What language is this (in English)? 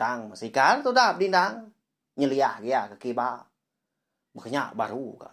Iban